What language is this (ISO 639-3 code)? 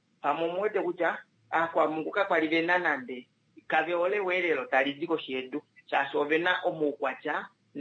kua